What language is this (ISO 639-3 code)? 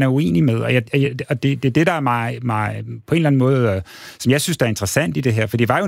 dan